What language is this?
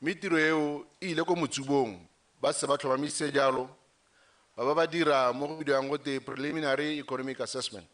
Tswana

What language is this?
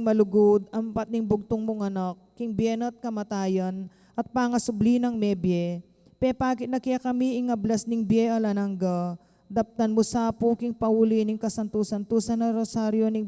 Pampanga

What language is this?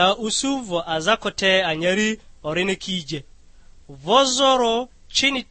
Lugbara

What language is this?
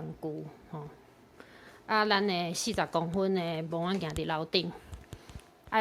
Min Nan Chinese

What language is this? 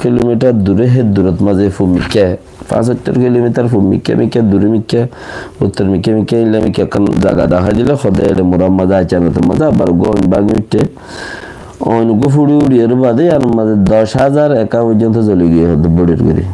Rohingya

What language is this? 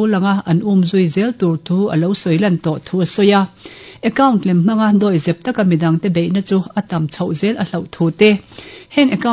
Mizo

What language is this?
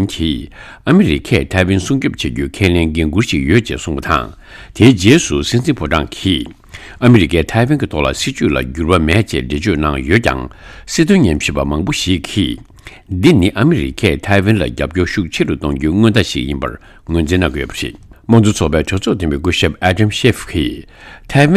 Tibetan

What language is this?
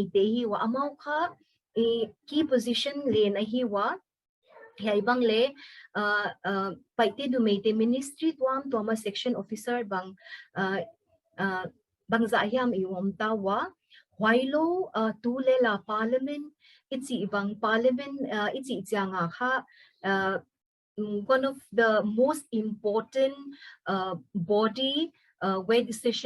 Paite Chin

